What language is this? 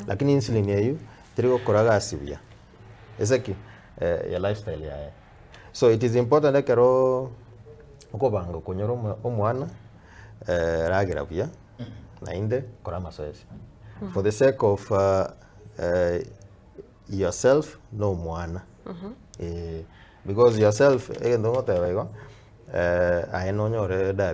Gusii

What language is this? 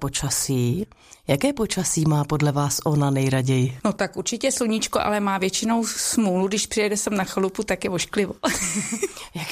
Czech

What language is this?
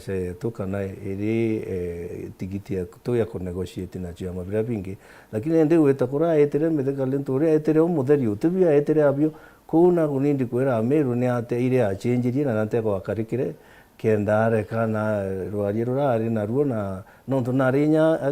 Meru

